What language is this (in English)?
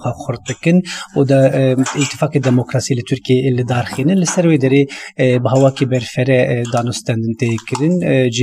Kurdish